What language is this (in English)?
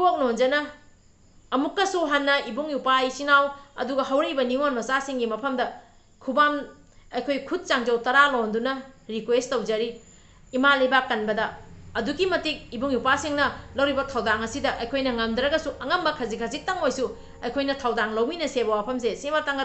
Manipuri